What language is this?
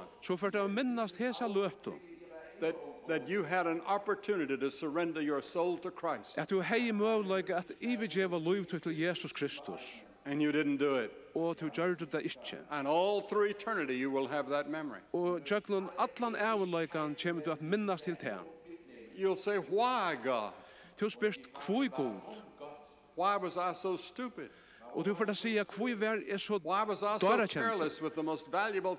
Faroese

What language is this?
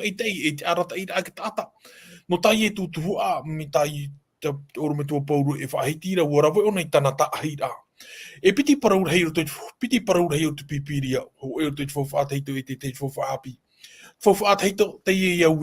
Tahitian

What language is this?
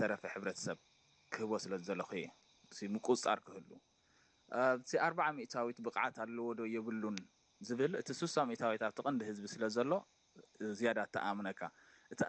Tigrinya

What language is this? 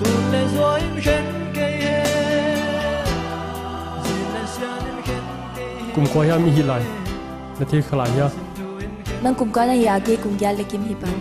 Paite Chin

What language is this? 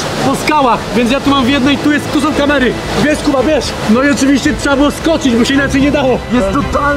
Polish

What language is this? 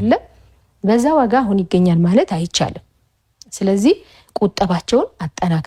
Amharic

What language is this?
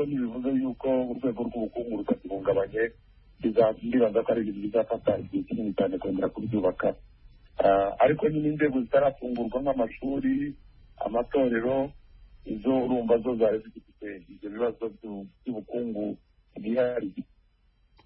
Kinyarwanda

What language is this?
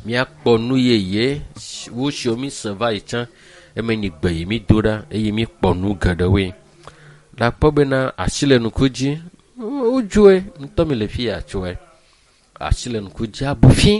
Ewe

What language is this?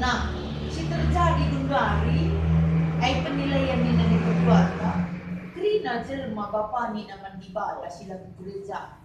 Batak Karo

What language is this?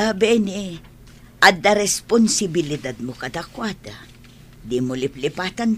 Iloko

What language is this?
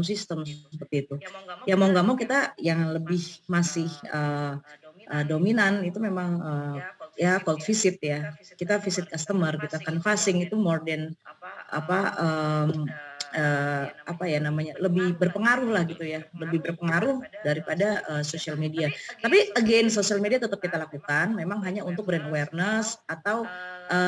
Indonesian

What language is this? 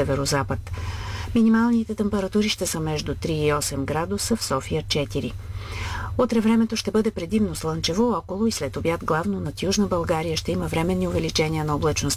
Bulgarian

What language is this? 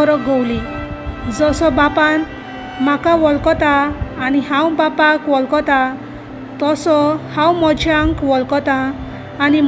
Konkani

